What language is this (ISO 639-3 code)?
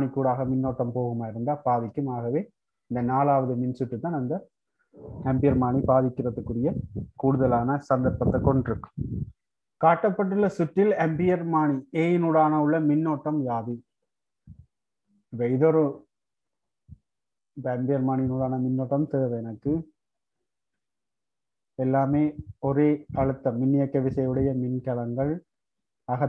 tam